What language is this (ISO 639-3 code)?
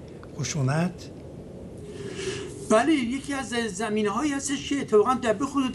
fas